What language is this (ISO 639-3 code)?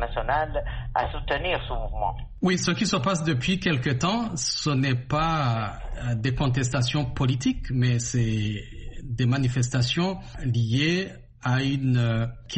fra